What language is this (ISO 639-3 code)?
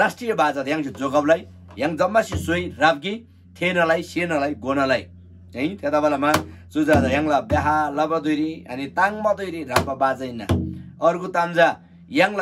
taj